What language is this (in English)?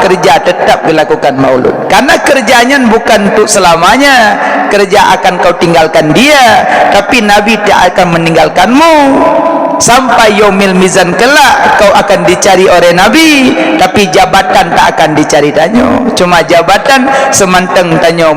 Achinese